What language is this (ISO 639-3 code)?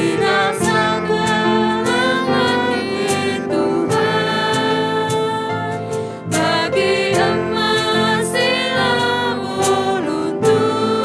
btx